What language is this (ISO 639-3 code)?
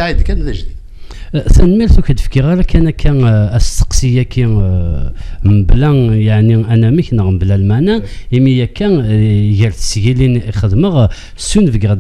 kab